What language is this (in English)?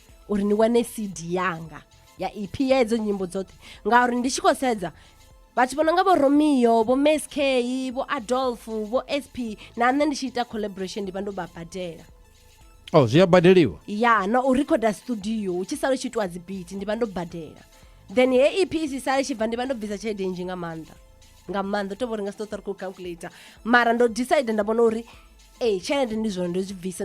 Venda